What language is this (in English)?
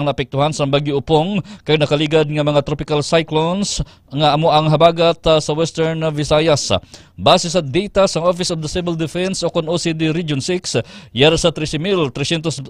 Hiligaynon